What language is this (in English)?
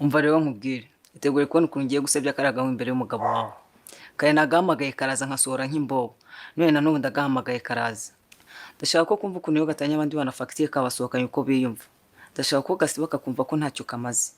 Kinyarwanda